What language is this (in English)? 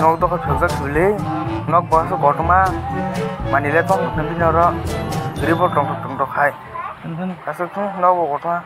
Kok Borok